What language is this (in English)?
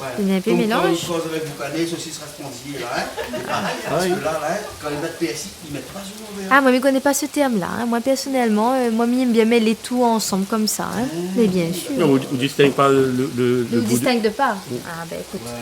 Réunion Creole French